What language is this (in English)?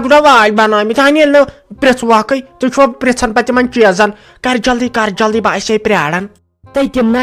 Kashmiri